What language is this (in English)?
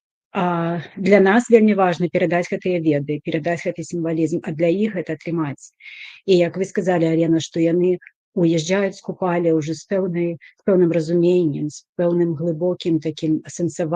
Belarusian